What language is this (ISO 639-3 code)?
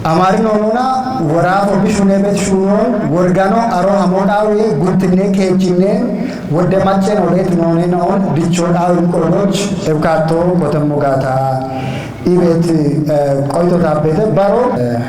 kbr